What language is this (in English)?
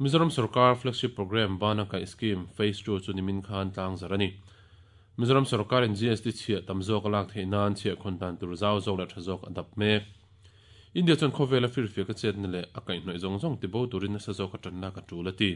Mizo